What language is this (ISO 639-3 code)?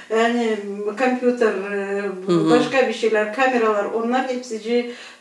gag